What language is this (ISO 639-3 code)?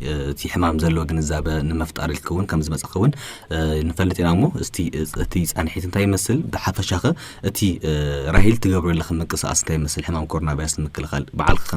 tir